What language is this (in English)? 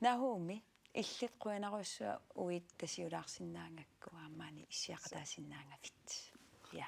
Kalaallisut